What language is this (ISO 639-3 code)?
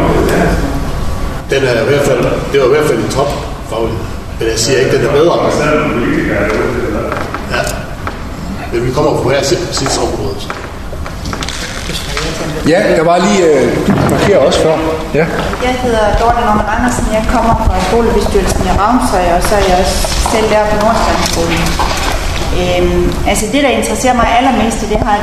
dan